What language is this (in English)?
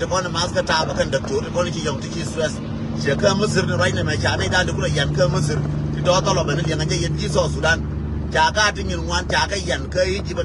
Nuer